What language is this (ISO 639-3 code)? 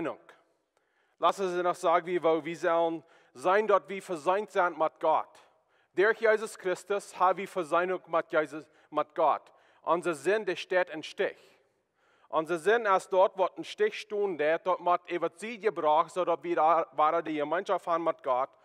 pdt